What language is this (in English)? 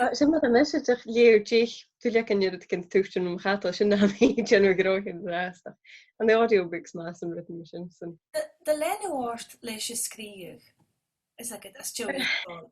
Scottish Gaelic